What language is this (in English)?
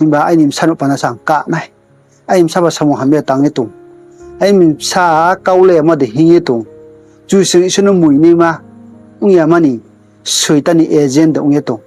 Riang (India)